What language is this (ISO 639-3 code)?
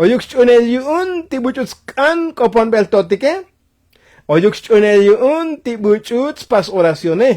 tzo